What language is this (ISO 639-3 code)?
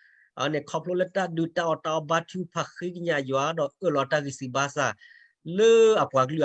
ksw